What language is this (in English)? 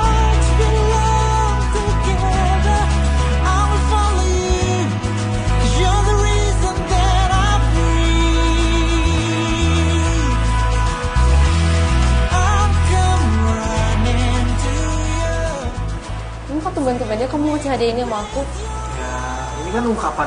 Indonesian